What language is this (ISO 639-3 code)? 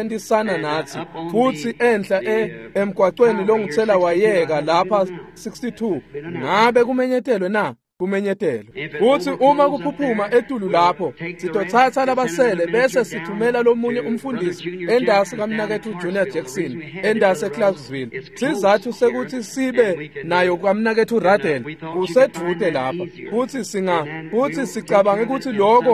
ssw